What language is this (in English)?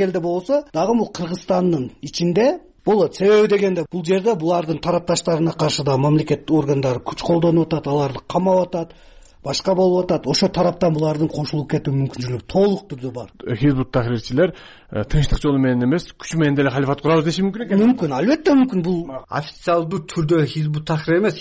Kyrgyz